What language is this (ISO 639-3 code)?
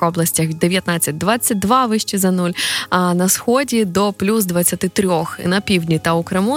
ukr